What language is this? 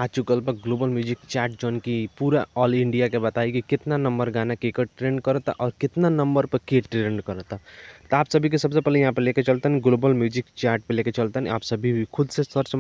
Bhojpuri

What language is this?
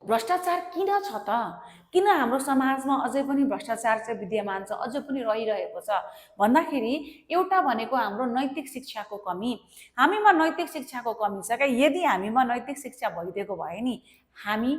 Nepali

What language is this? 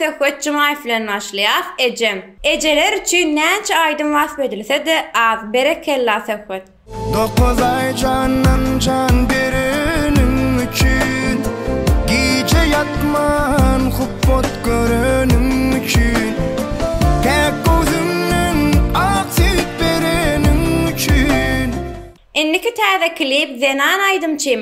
Turkmen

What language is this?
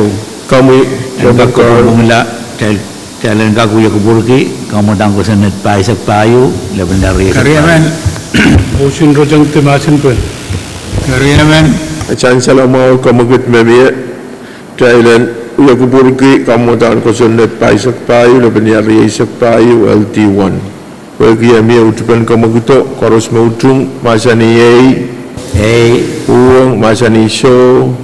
Pohnpeian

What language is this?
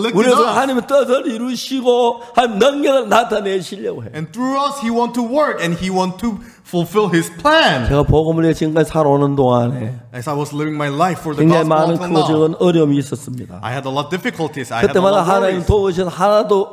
Korean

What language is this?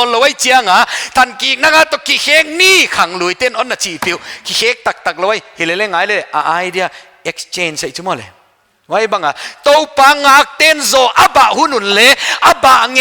Paite Chin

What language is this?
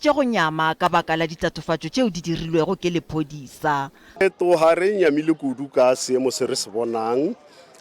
Northern Sotho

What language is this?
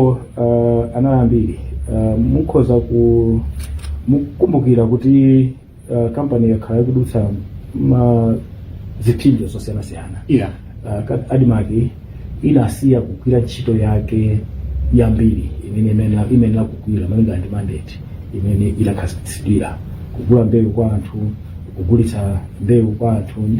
Nyanja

